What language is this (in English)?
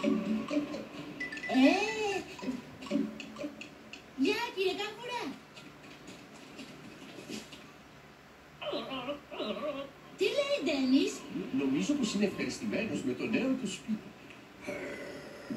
Greek